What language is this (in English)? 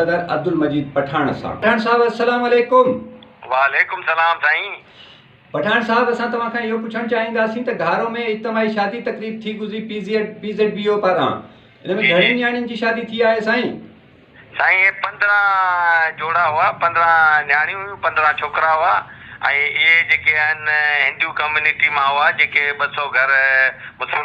Sindhi